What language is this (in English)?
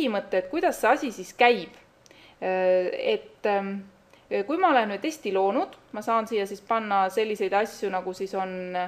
Estonian